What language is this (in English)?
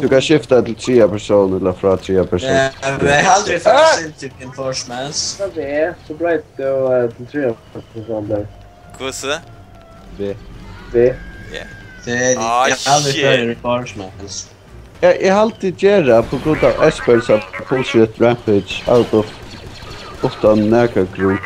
Faroese